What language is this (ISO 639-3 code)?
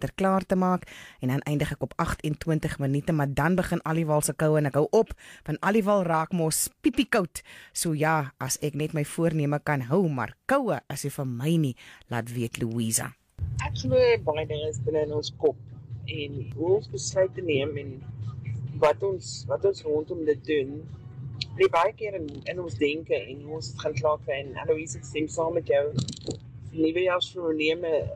afr